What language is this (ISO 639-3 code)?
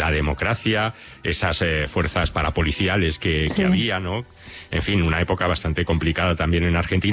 spa